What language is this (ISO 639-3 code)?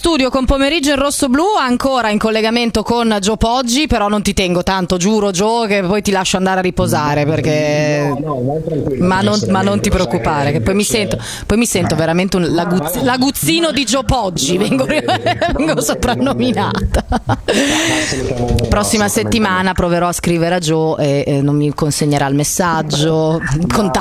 ita